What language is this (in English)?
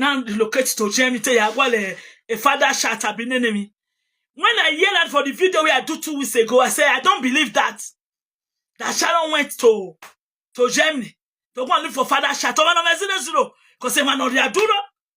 Nigerian Pidgin